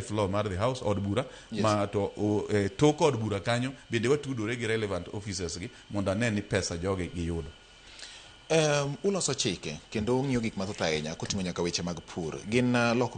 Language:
Luo (Kenya and Tanzania)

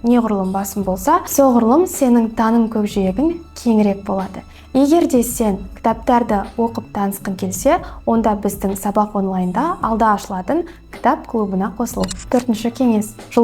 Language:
Kazakh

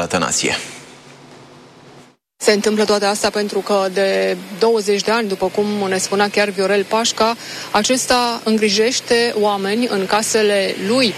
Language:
Romanian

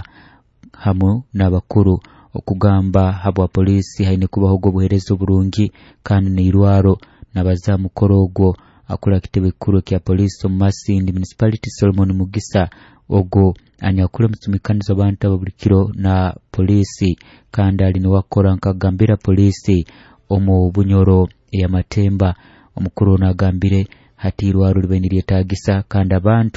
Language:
Nyoro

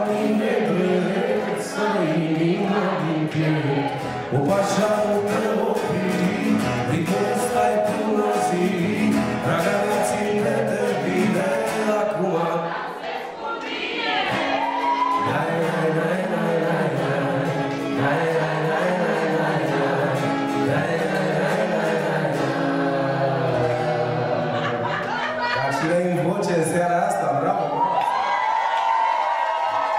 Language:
Romanian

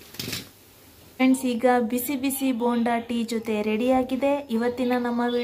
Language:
Kannada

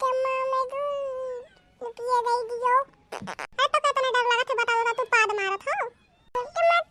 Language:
Awadhi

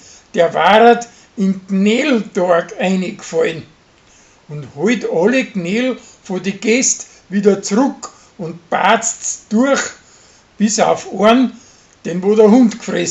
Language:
Bavarian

